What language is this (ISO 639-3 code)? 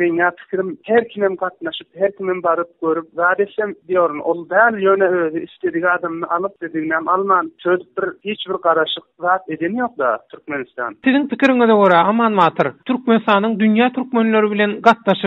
tuk